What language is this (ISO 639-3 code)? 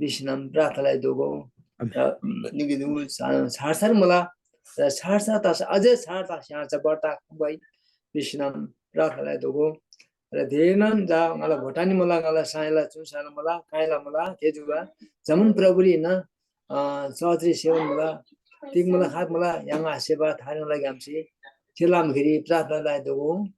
taj